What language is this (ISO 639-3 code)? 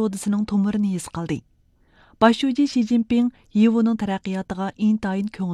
uig